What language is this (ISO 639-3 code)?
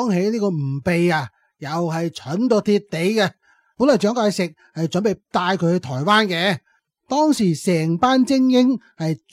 yue